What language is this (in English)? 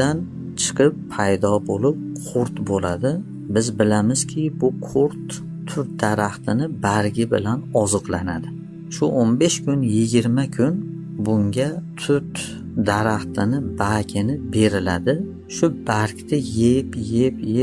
Uzbek